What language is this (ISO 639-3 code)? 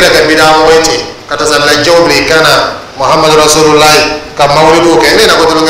dyu